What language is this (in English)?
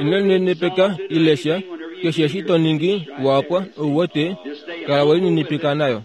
Kuanyama